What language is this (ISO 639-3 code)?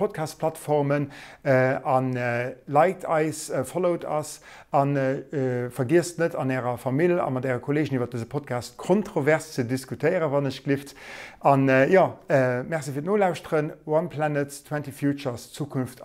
ltz